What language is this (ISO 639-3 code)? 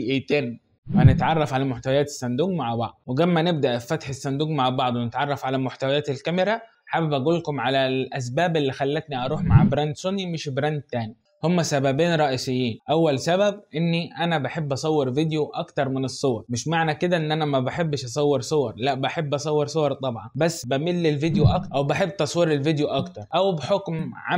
arz